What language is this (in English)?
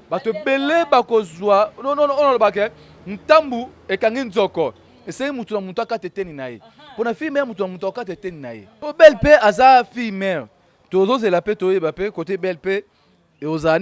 Lingala